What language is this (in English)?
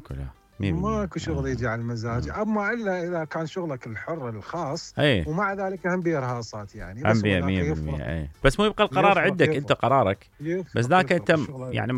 Mesopotamian Arabic